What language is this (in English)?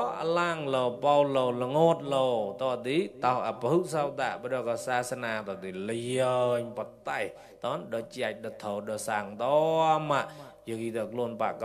Mon